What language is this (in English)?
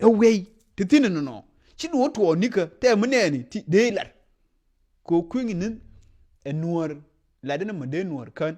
Nuer